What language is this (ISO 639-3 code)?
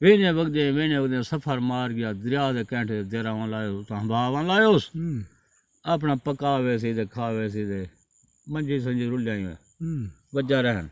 skr